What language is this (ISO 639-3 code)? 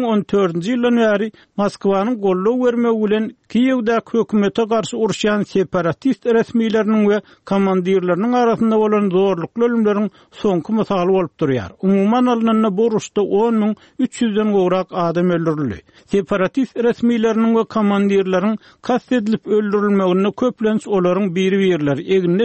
tuk